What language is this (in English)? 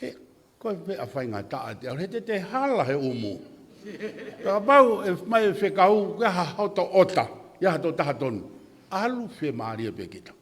Tongan